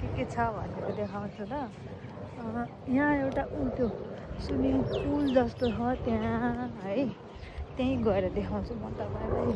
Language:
Nepali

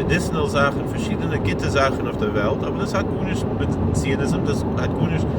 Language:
Yiddish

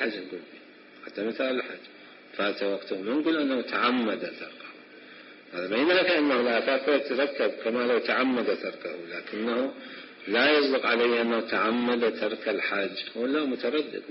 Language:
Mesopotamian Arabic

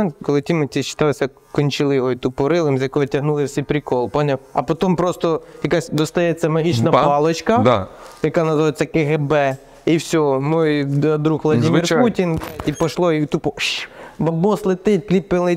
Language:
Ukrainian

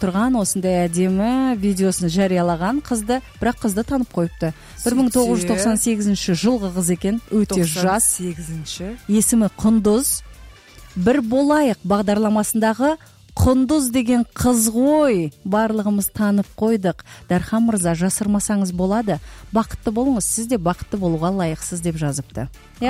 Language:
Kazakh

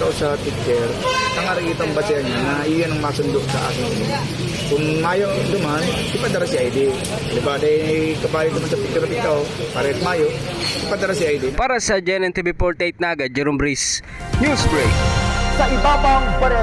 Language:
Bikol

